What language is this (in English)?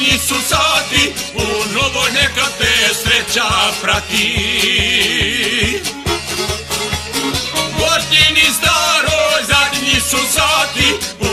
Croatian